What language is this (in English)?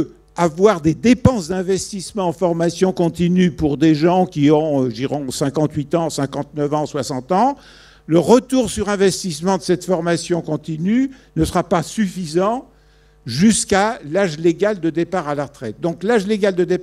French